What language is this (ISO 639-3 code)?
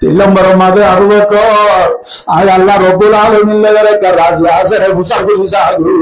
rhg